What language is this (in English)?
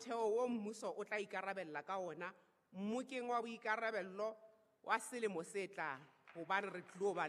Southern Sotho